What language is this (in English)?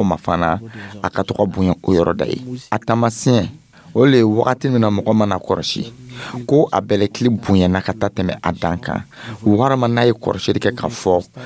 Dyula